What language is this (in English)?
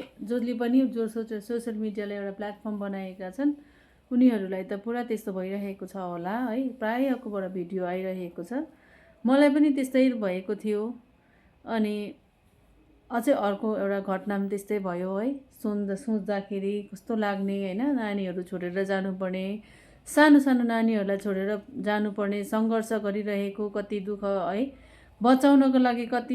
Nepali